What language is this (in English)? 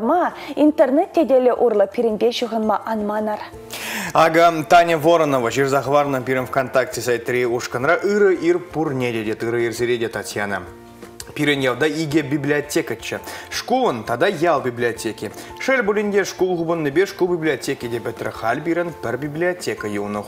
Chuvash